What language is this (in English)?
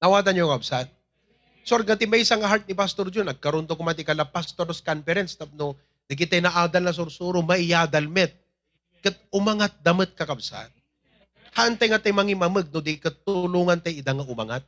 Iloko